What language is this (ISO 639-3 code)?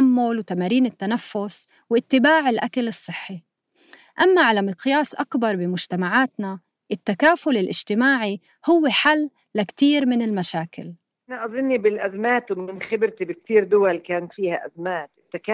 apc